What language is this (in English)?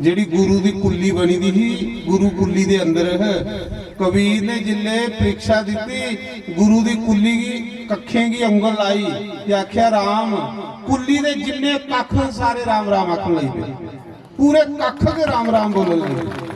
Dogri